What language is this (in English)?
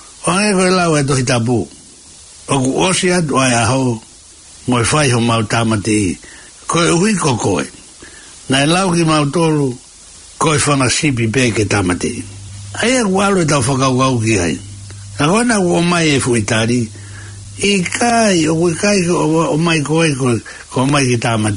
Tongan